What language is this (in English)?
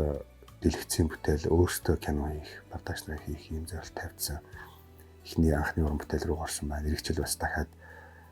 Mongolian